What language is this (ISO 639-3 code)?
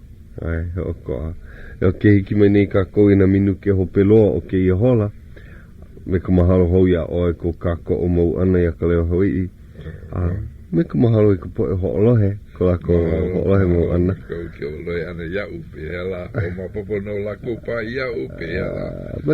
haw